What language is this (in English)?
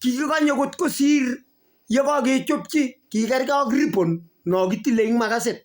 Kalenjin